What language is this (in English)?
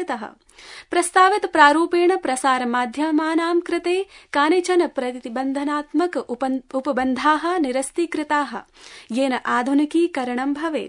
Sanskrit